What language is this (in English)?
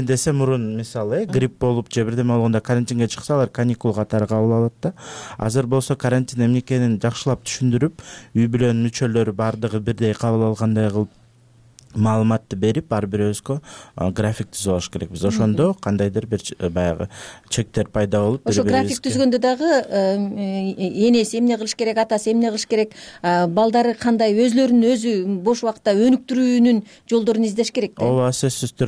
Kyrgyz